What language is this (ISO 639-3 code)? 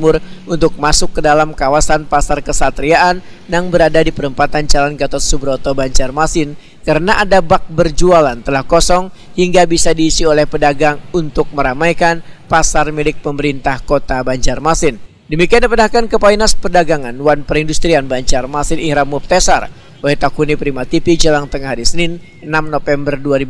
bjn